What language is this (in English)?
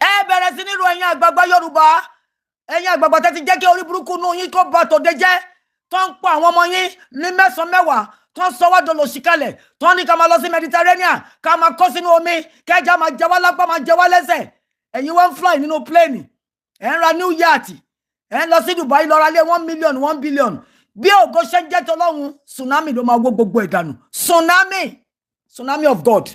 Yoruba